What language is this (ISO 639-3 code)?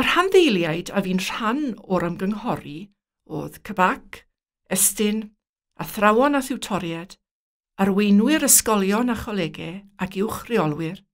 cym